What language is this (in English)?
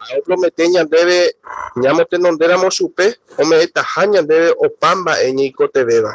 Guarani